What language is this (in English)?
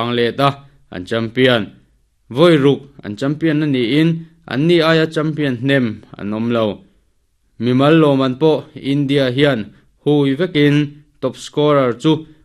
Mizo